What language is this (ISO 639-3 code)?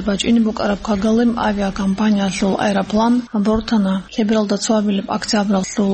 ava